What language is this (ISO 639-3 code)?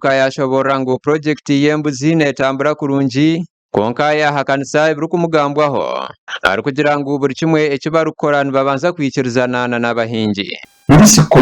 nyn